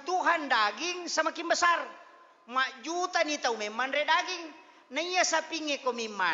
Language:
Buginese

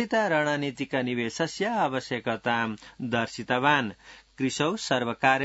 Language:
Sanskrit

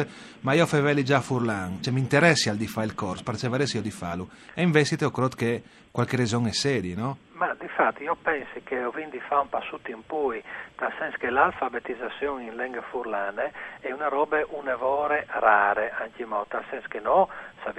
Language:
Friulian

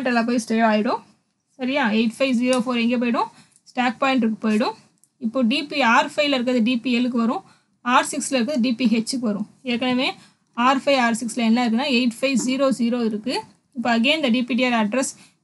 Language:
Tamil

